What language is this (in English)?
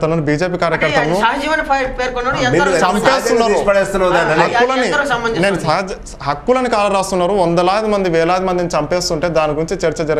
Telugu